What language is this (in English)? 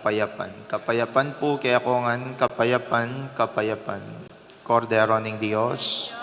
Pampanga